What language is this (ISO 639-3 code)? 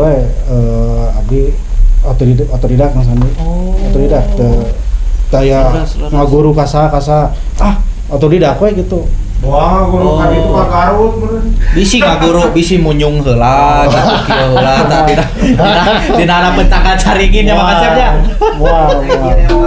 sun